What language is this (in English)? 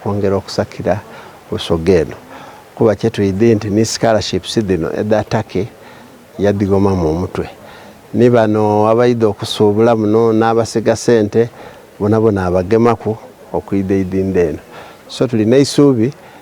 Soga